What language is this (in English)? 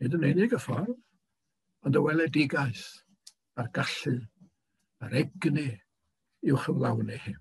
Welsh